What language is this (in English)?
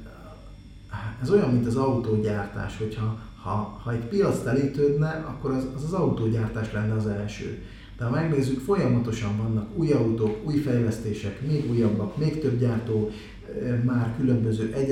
Hungarian